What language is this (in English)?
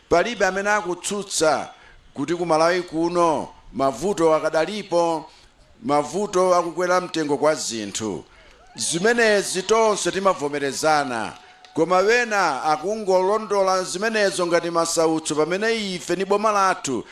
Nyanja